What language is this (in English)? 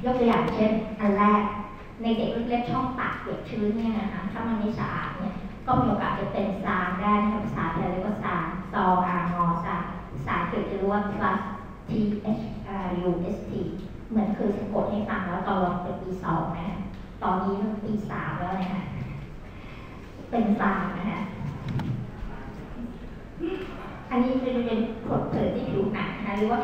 Thai